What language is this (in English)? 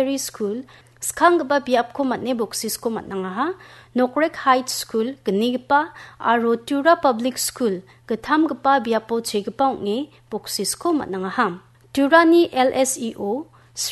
Garo